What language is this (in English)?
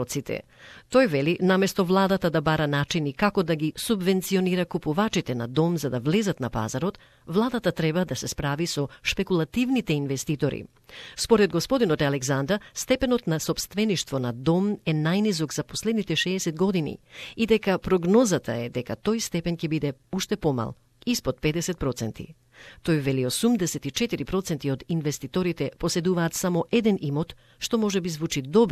Macedonian